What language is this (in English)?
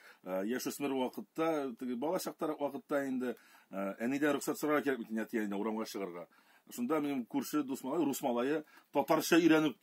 Tatar